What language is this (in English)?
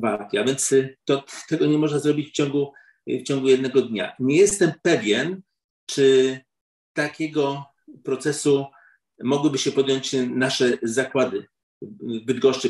Polish